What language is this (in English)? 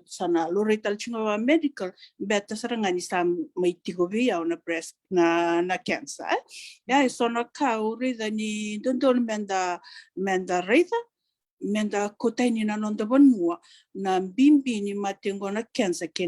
Fijian